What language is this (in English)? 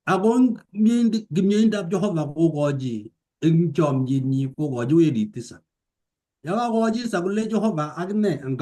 Kalenjin